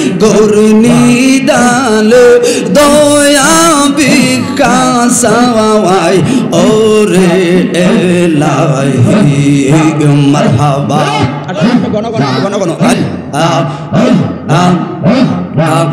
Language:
Bangla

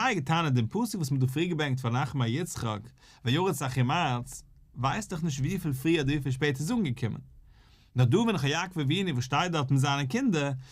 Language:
Yiddish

